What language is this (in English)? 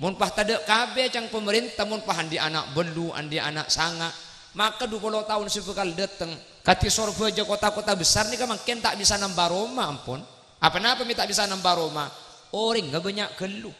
Madurese